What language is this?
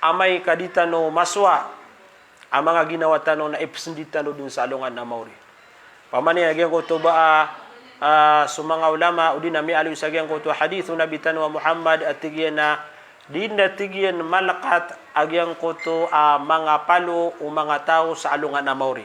Maranao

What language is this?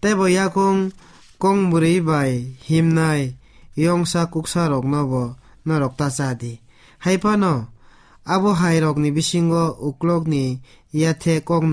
Kok Borok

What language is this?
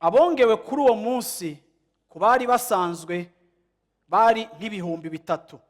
Rundi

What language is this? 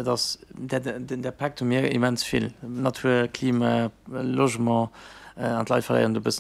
Luxembourgish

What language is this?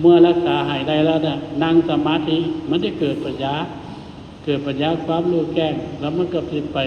Northeastern Thai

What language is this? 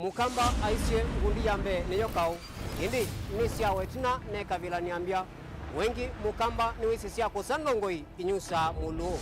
Kamba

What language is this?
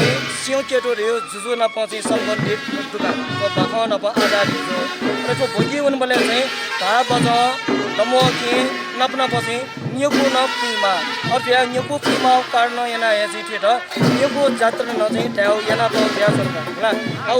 Newari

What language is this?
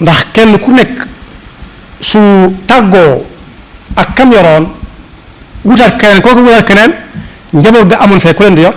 Wolof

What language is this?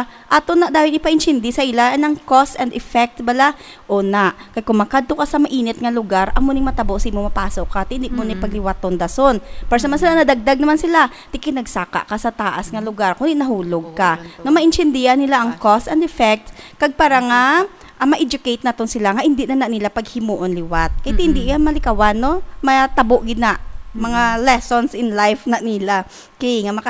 Hiligaynon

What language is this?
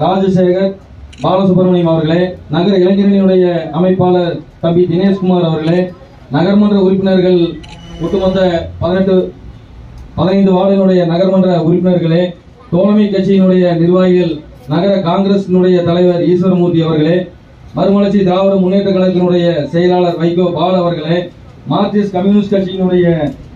Tamil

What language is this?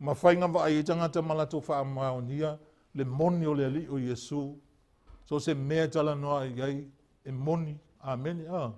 Samoan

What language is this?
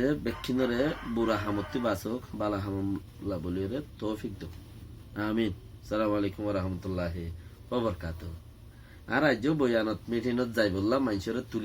Rohingya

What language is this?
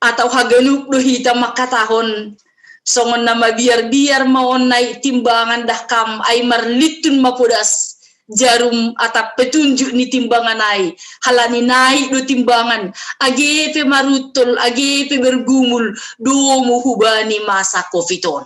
Batak Simalungun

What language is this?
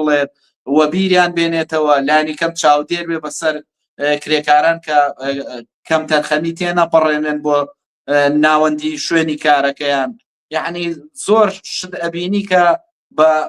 Central Kurdish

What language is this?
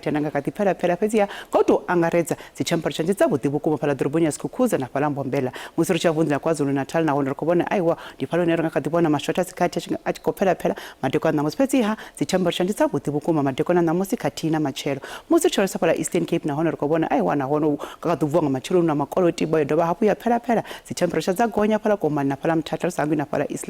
Venda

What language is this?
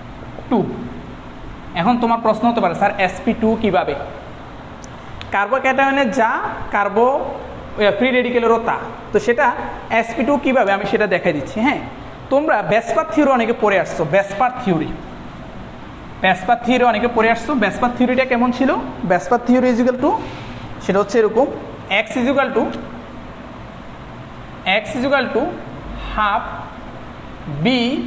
Bangla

